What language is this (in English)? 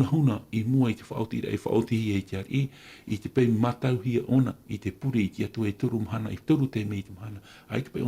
Tahitian